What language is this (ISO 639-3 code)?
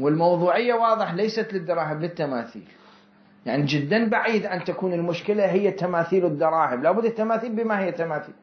acm